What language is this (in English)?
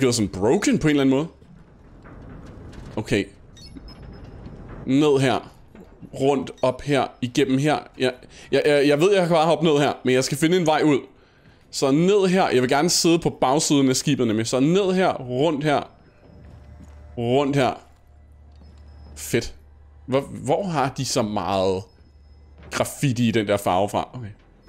Danish